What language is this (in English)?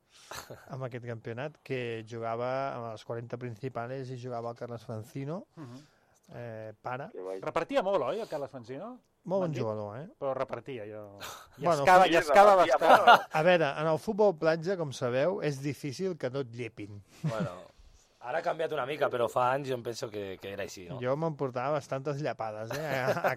Catalan